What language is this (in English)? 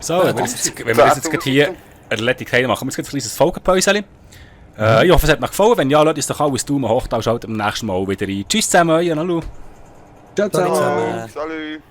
Swiss German